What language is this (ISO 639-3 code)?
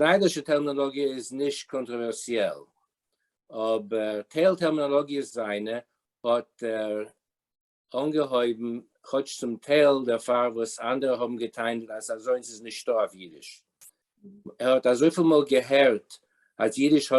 yid